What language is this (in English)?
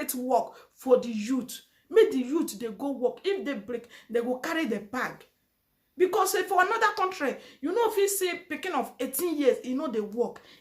Nigerian Pidgin